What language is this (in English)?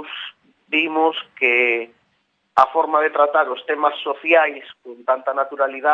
Galician